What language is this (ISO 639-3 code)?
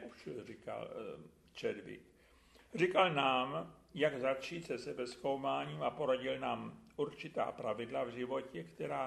ces